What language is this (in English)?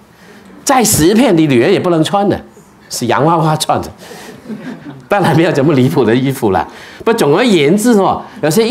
Chinese